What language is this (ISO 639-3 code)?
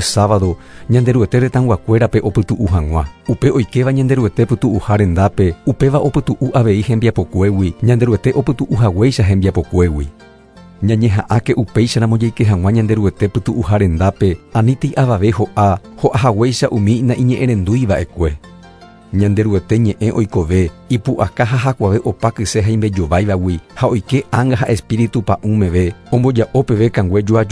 grn